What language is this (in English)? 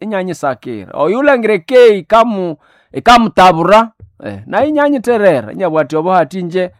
Nande